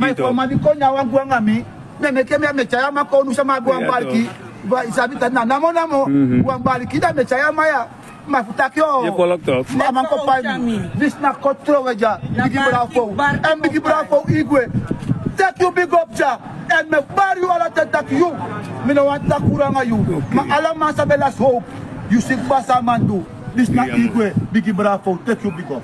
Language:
Sranan Tongo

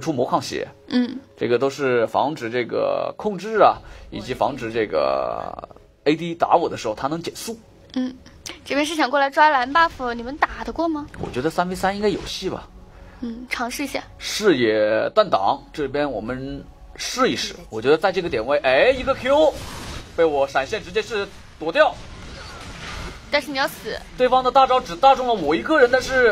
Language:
Chinese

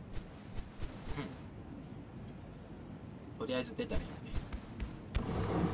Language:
Japanese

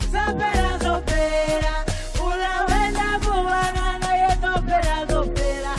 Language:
Venda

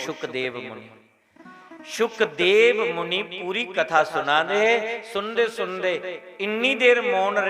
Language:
Dogri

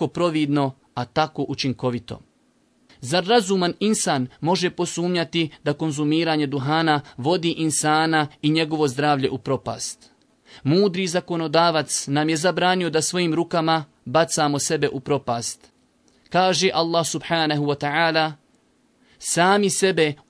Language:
Bosnian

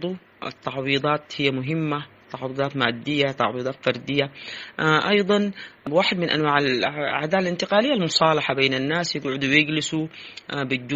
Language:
Sudanese Arabic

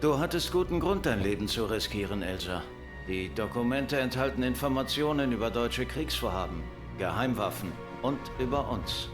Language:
Bavarian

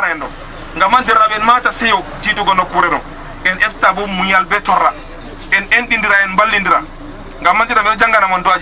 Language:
Fula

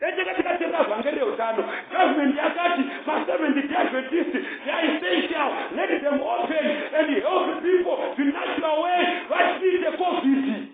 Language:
Shona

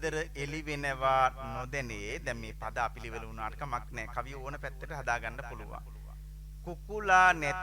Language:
Sinhala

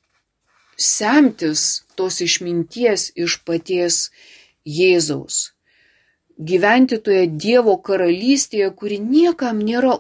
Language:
Lithuanian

